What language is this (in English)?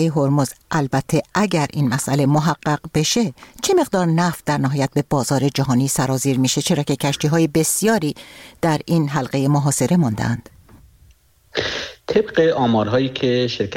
Persian